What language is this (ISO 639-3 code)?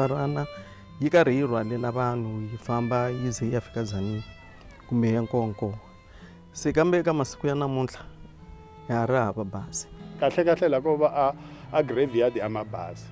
tso